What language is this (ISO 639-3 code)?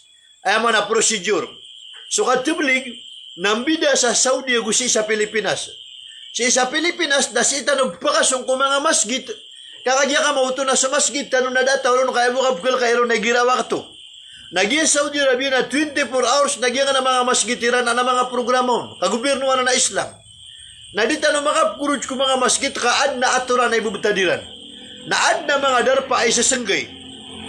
mrw